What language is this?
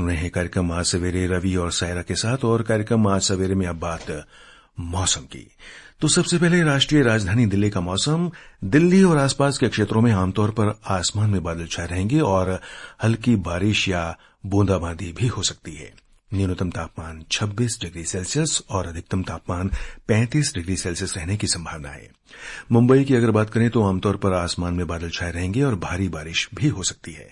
Hindi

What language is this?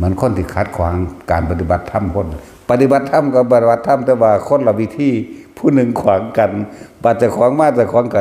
Northeastern Thai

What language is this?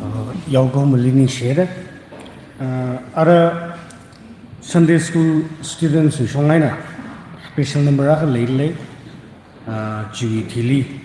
Tangkhul Naga (India)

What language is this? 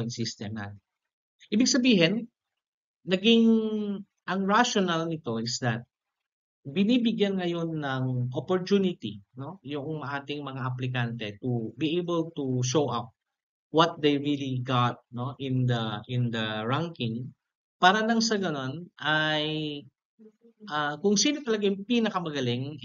Filipino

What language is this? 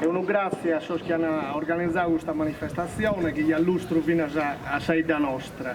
Sardinian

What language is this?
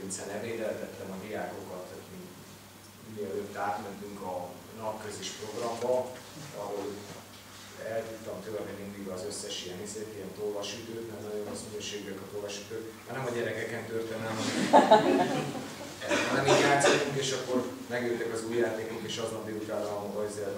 Hungarian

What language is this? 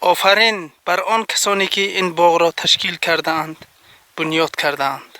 Tajik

